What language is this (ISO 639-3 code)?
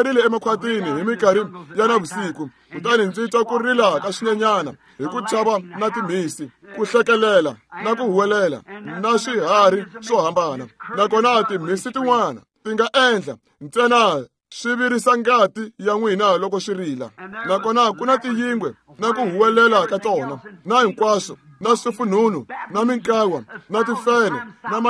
tso